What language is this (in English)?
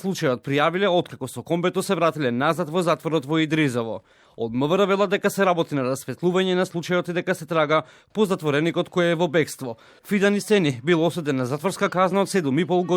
Macedonian